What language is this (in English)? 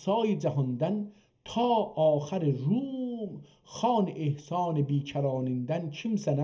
South Azerbaijani